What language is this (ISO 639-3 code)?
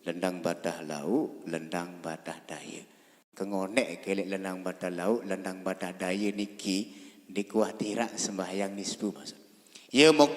sas